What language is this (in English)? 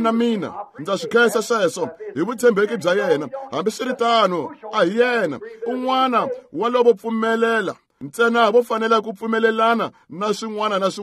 Tsonga